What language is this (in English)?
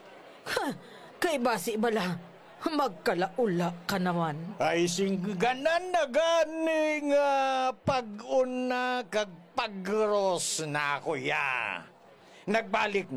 Hiligaynon